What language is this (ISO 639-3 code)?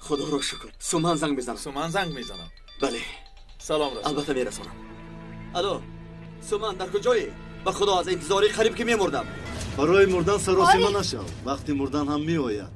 tgk